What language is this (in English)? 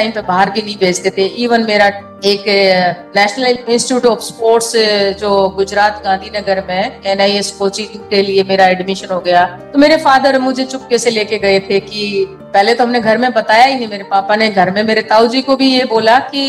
Hindi